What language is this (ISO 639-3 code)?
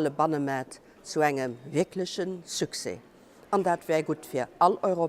ltz